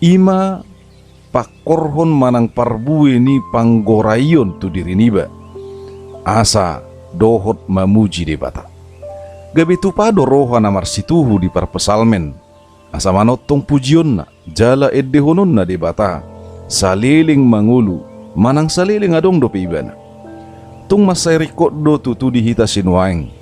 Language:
Batak Toba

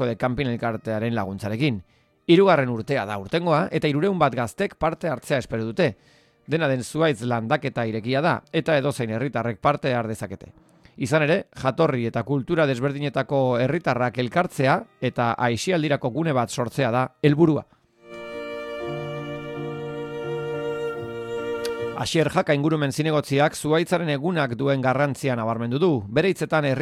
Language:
Basque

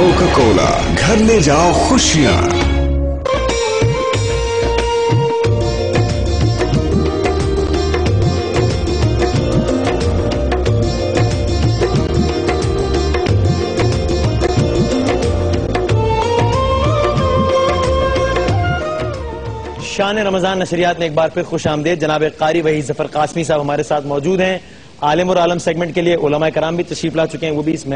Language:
Urdu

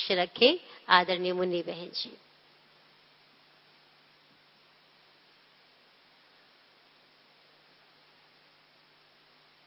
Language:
Hindi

